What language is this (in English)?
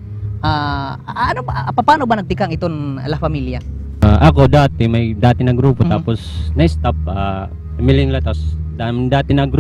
Waray